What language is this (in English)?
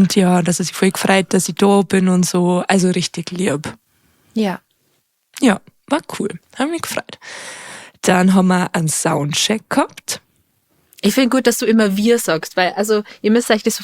Bavarian